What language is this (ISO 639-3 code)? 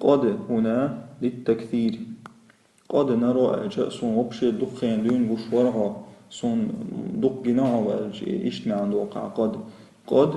che